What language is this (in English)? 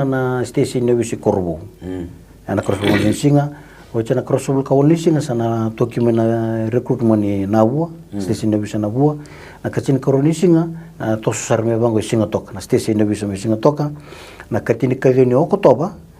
Fijian